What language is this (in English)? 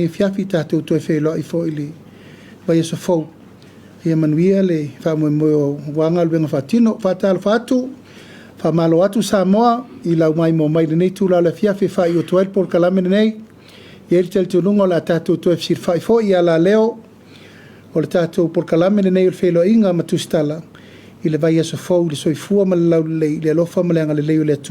Samoan